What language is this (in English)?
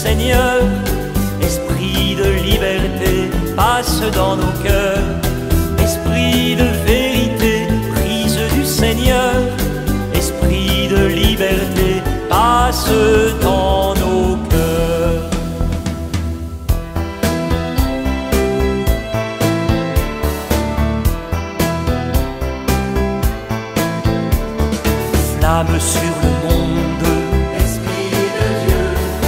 French